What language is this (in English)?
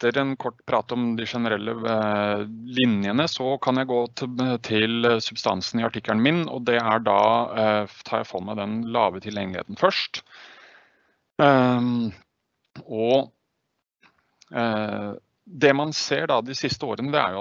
Norwegian